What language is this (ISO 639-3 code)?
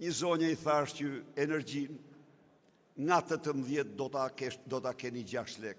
sqi